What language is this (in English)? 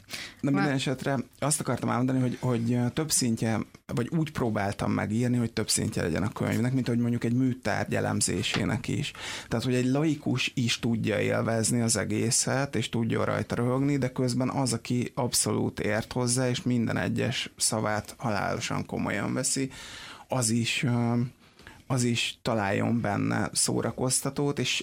Hungarian